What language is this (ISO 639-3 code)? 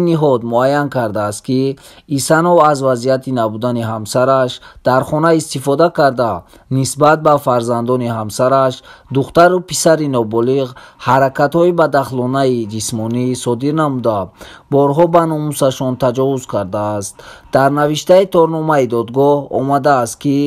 tgk